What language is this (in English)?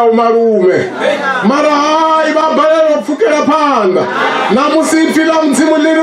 Venda